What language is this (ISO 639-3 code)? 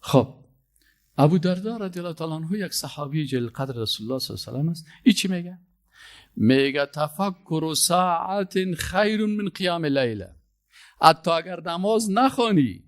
fas